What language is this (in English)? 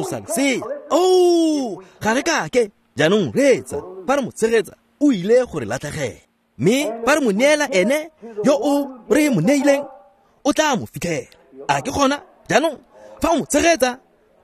Tswana